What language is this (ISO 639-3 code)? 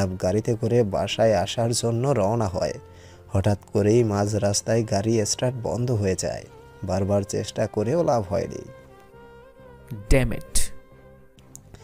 ben